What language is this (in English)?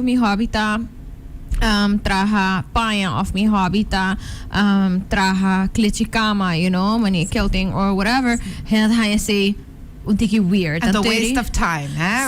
Papiamento